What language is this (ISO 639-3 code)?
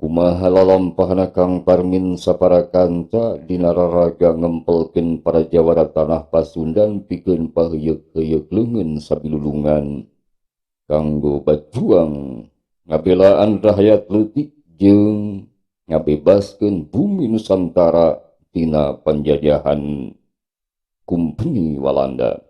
sun